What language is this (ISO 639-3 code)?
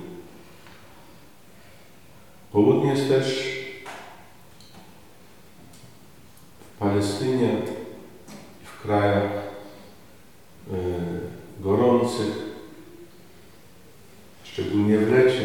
pol